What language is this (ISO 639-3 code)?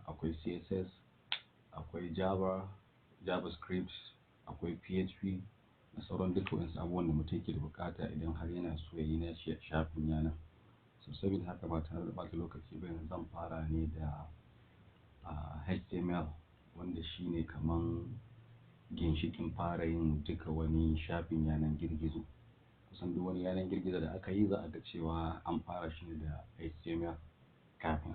hau